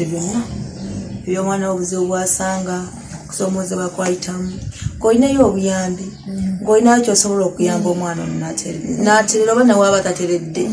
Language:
Ganda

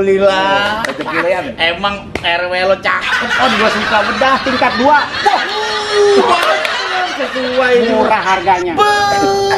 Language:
Betawi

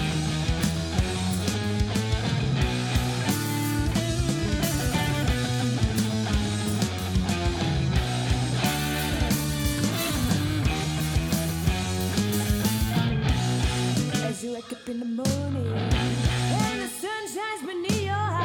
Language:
French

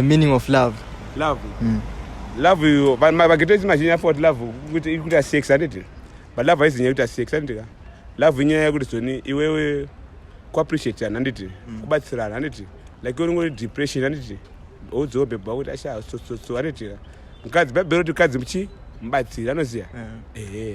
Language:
Shona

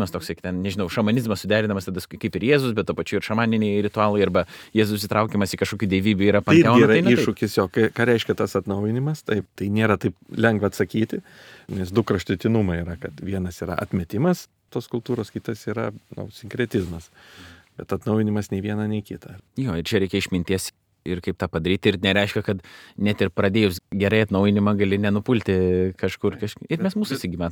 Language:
Lithuanian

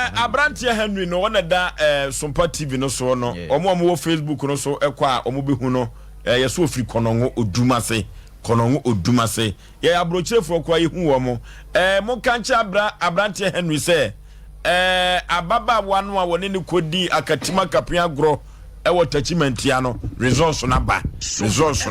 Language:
Akan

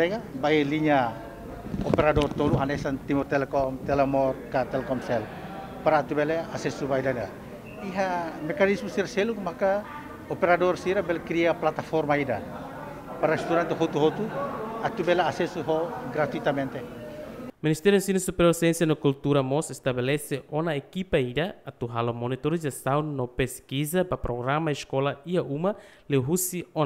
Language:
Tetum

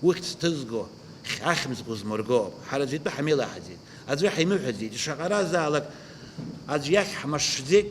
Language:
Abkhazian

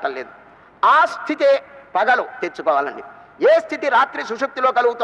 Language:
Telugu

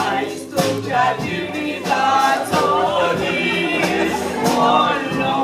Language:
Konkani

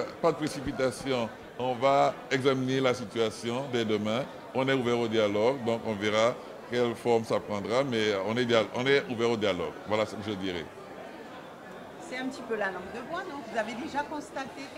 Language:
French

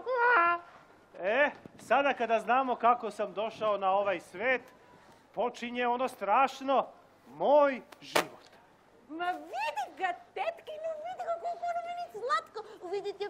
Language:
Serbian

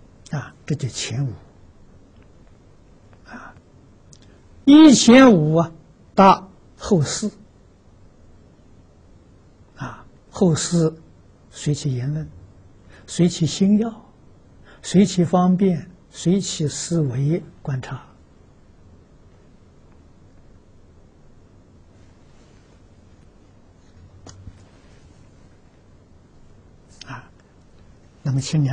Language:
Chinese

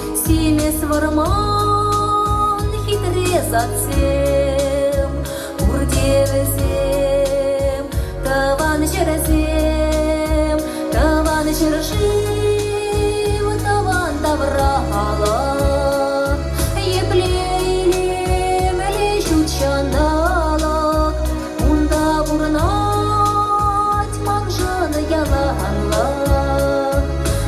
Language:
Chuvash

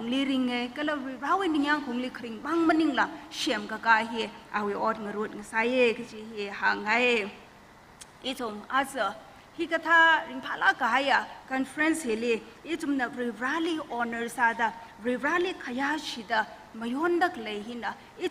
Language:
Tangkhul Naga (India)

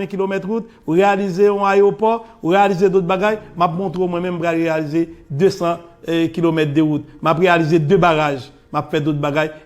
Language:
Haitian Creole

